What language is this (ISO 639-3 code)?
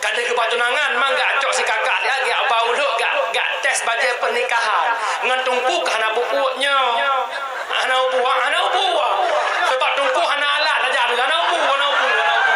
ace